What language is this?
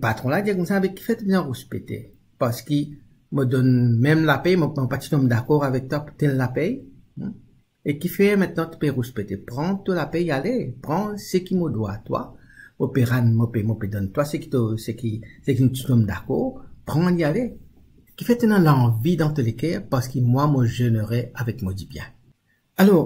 Morisyen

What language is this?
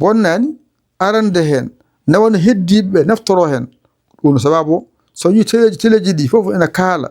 Fula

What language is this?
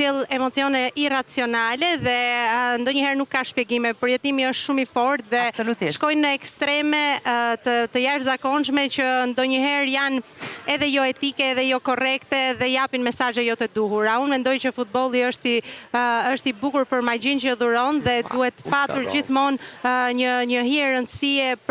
Albanian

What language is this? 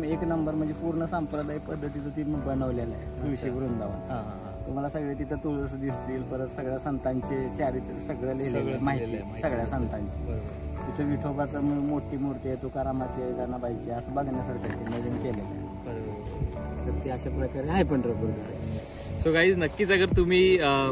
Marathi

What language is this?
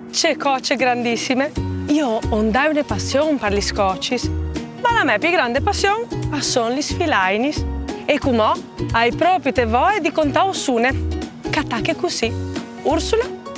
Friulian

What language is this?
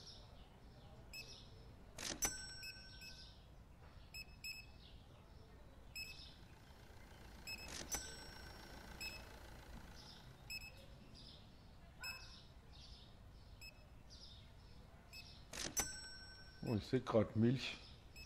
German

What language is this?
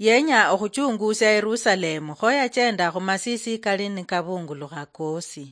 Luyia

